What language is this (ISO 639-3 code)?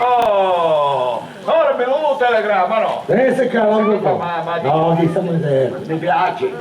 scn